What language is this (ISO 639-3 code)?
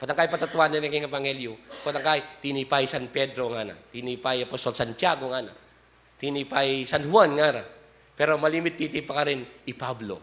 pam